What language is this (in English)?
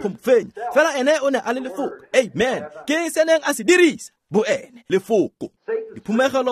Tswana